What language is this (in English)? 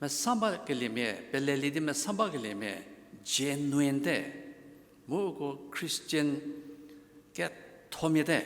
Angami Naga